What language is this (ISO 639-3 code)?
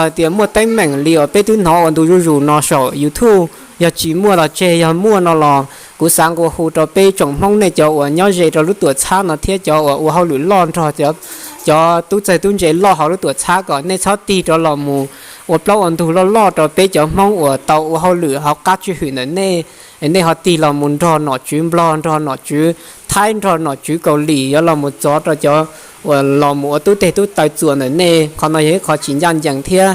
hmn